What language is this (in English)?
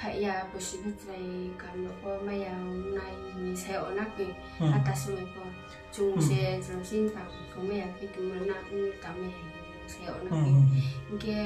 Riang (India)